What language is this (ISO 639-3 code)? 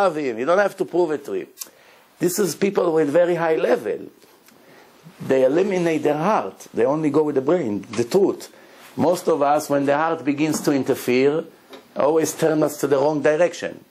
eng